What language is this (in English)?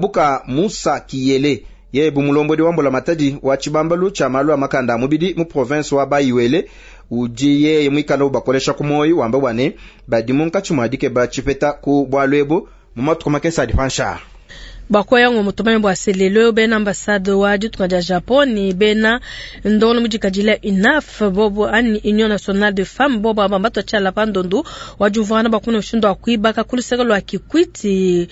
Luba-Lulua